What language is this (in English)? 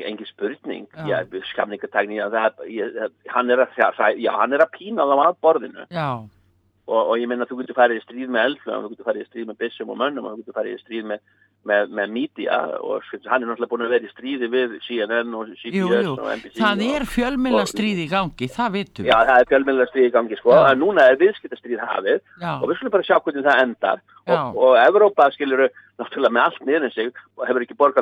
Icelandic